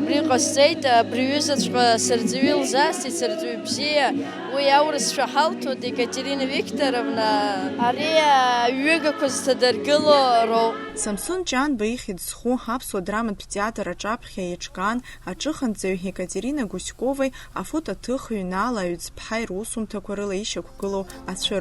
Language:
Abkhazian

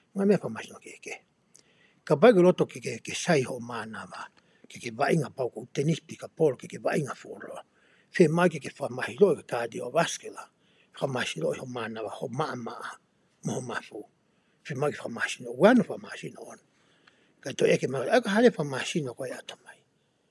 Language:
Tongan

